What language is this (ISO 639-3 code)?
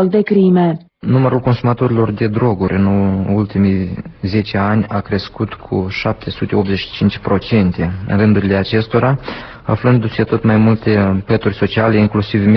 ron